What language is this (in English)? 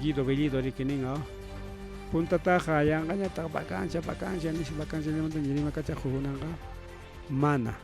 Ayacucho Quechua